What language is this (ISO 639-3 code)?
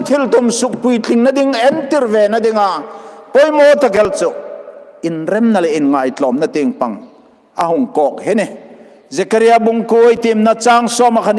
hmr